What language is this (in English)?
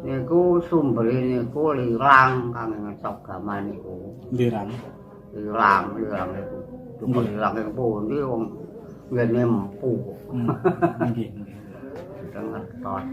Javanese